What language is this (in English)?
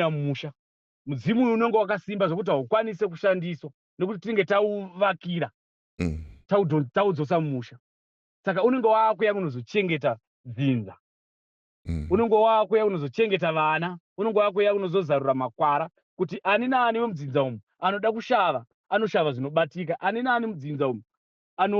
Shona